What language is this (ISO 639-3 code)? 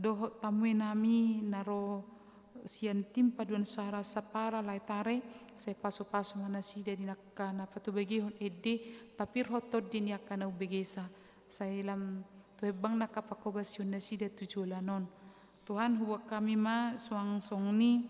bbc